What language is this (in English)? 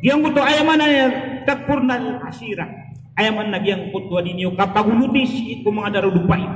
Maranao